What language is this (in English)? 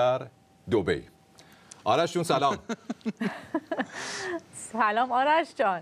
Persian